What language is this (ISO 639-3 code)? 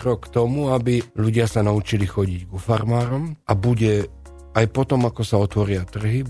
slk